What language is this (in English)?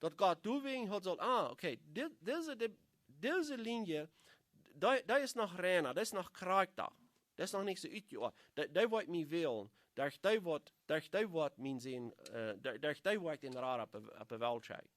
Plautdietsch